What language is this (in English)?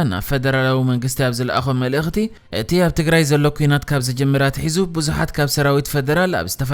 Tigrinya